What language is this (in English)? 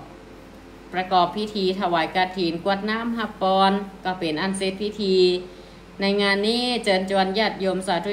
Thai